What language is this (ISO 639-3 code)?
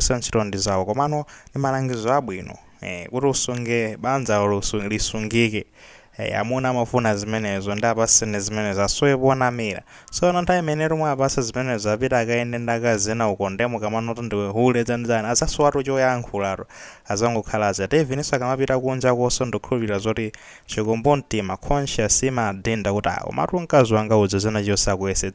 nya